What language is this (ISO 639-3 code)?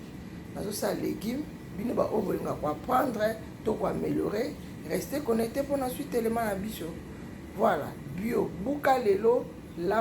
lin